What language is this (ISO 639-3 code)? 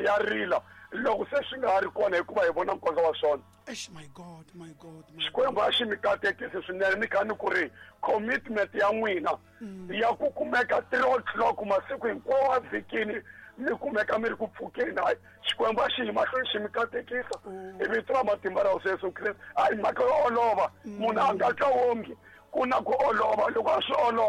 tso